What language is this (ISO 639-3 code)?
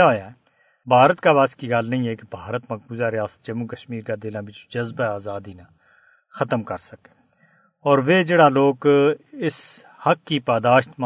gju